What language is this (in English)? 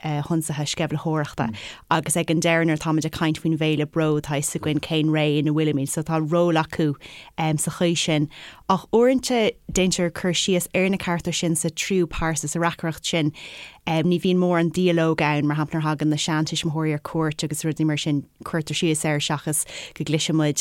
Irish